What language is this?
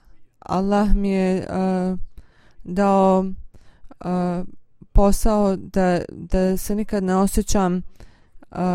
Bosnian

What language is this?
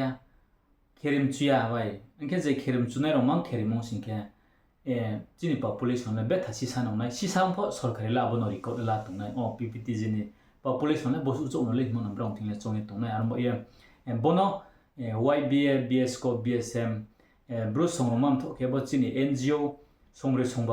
Riang (India)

